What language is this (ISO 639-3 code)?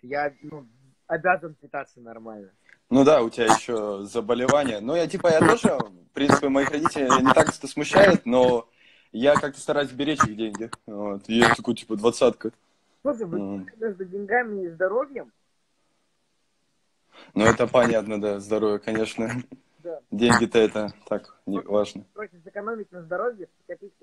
rus